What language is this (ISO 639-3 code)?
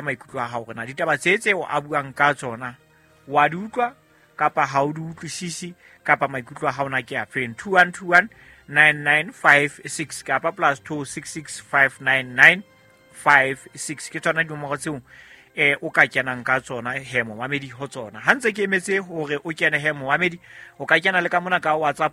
sot